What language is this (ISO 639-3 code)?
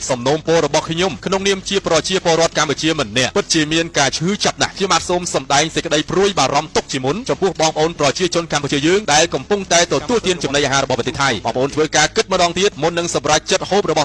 khm